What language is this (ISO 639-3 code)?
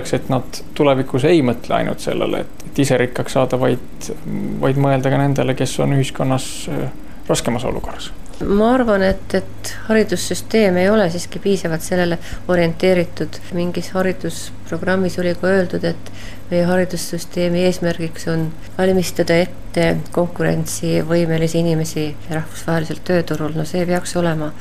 est